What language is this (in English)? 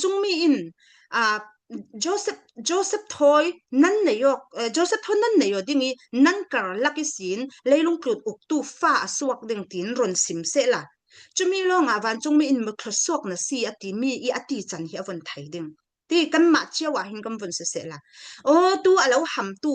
Falam Chin